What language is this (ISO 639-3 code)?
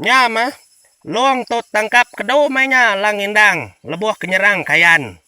iba